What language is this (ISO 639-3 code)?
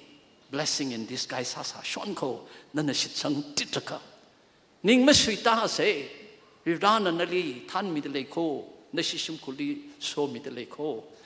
nmf